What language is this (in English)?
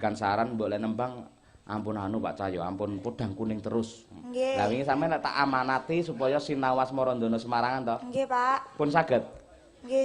Javanese